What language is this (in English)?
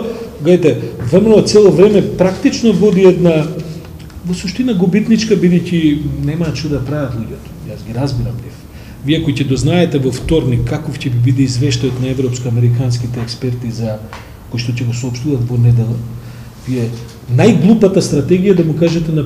Macedonian